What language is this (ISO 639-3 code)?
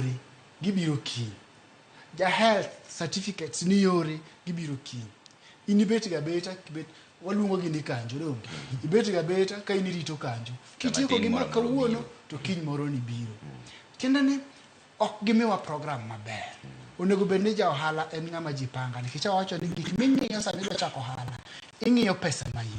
luo